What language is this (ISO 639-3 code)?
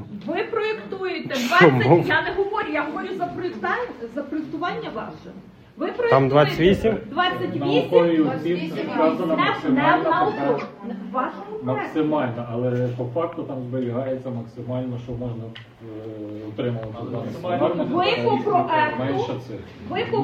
ukr